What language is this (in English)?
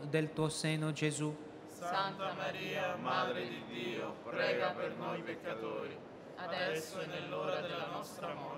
Italian